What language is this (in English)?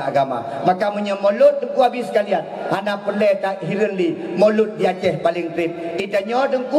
Achinese